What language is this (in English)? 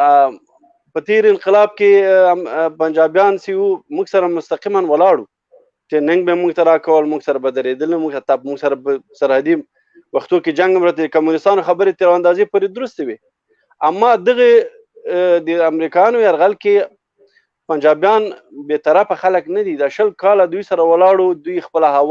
Pashto